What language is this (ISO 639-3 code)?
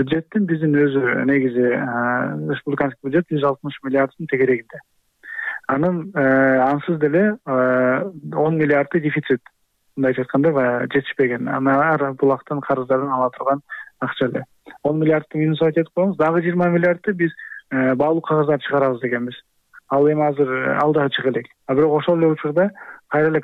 kir